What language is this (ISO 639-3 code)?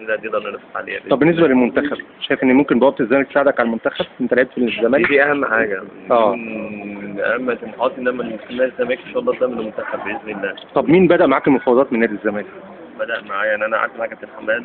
arz